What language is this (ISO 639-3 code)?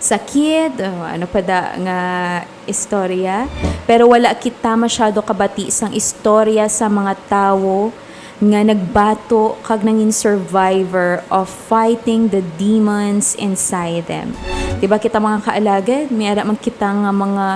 hil